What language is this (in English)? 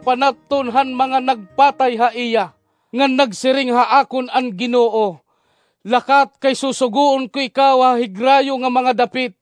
Waray